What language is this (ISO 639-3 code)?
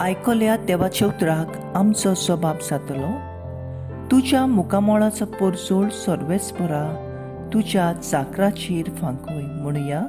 kok